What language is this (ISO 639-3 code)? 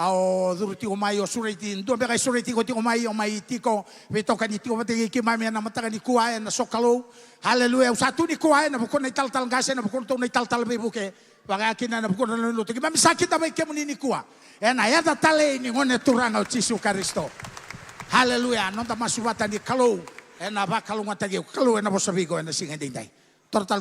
fij